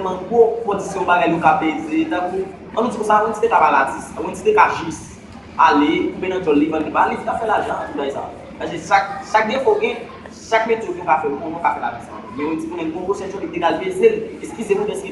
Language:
Haitian Creole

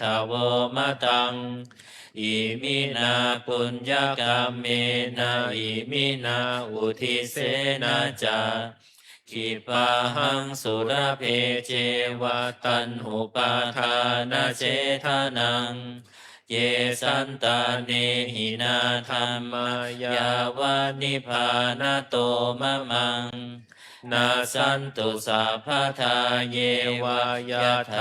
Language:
Pali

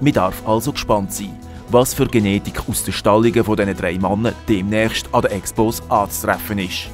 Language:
Swiss German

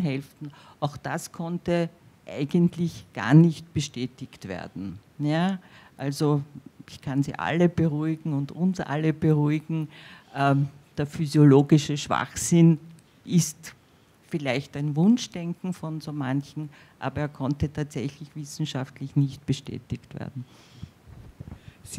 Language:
German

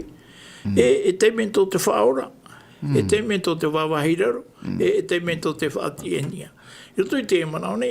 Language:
Tahitian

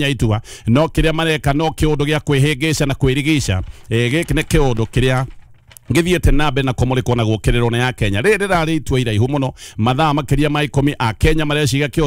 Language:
Kikuyu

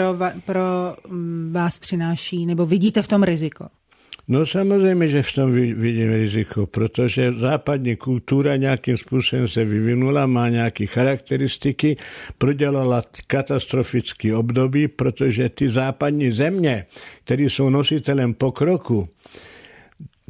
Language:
Czech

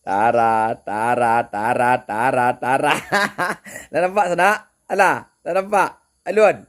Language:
Minangkabau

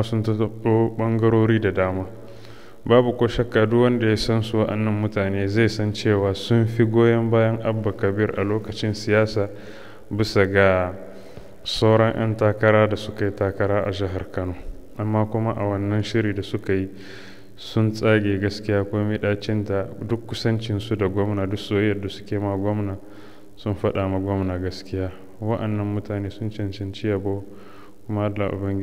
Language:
Hausa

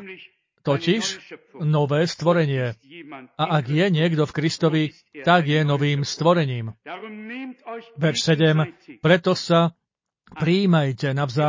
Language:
Slovak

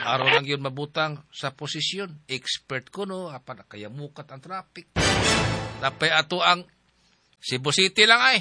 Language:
Cebuano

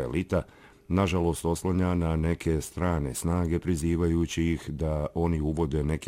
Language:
Bosnian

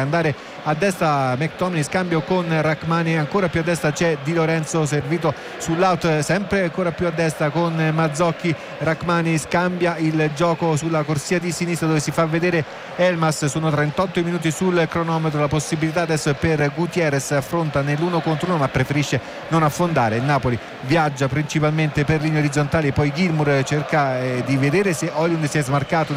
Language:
Italian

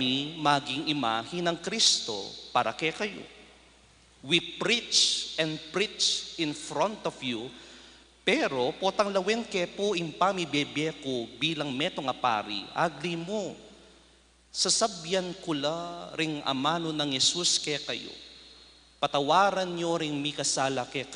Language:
Pampanga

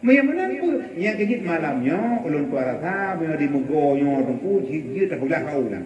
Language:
Achinese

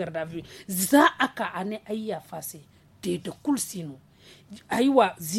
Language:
Zarma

